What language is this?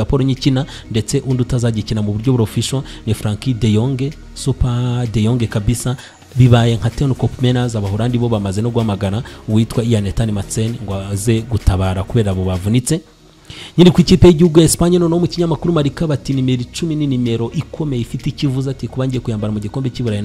Kinyarwanda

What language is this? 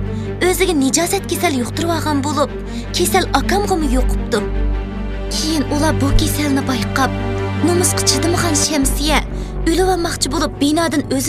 Uyghur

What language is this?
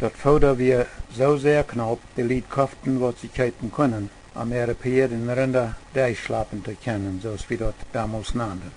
Plautdietsch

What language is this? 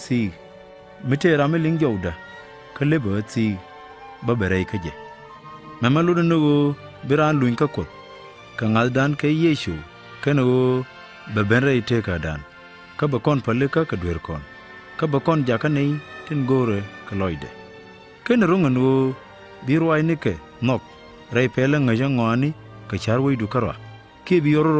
Nuer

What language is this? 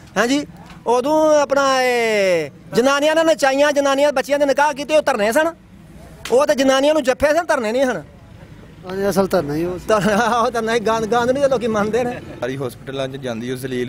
Punjabi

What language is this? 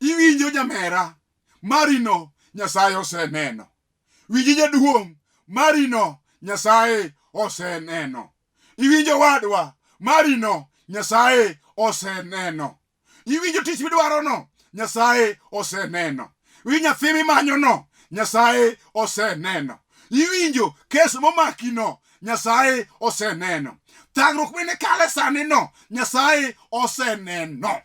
Luo (Kenya and Tanzania)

